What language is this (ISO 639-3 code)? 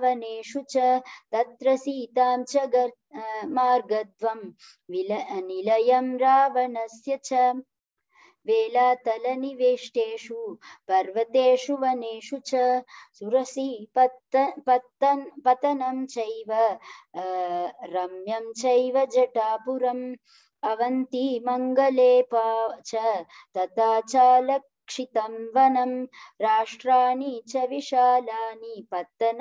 san